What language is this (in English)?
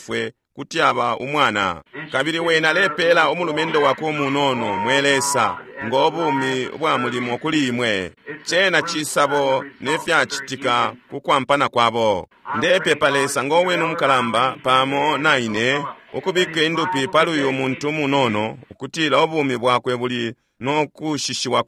Bemba